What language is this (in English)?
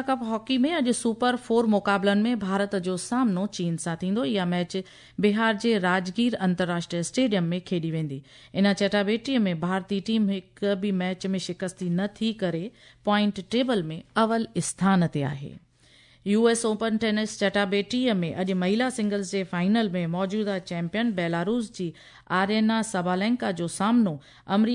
Sindhi